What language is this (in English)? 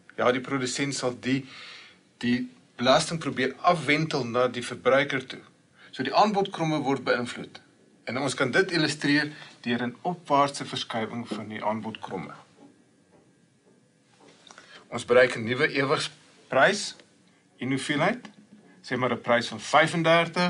Afrikaans